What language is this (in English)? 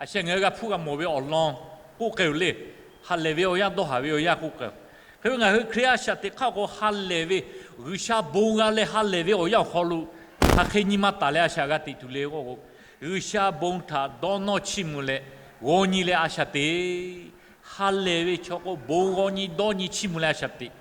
Lahu